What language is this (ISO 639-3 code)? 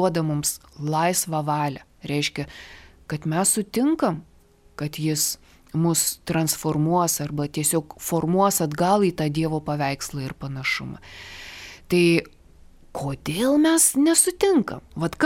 lit